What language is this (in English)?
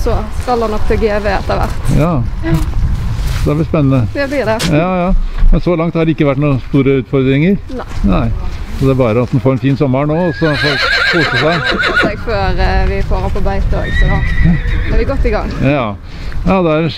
Norwegian